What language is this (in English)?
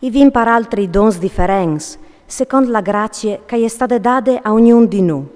Friulian